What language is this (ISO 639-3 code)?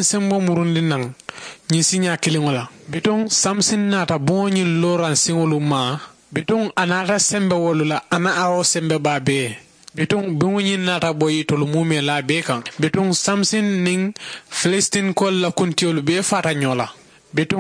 man